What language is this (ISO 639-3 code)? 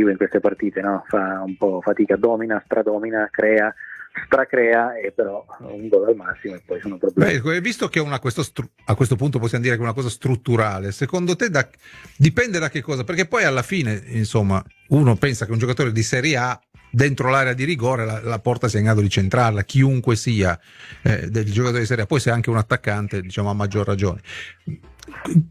ita